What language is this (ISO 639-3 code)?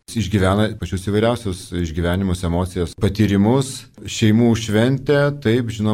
lit